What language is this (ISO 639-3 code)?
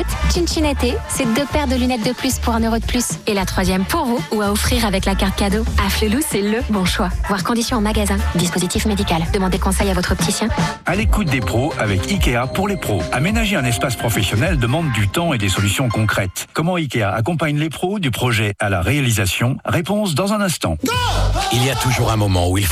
fra